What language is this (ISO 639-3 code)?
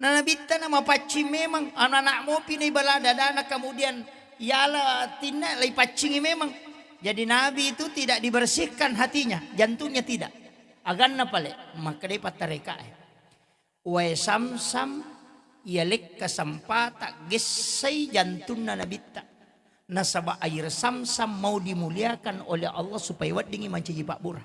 bug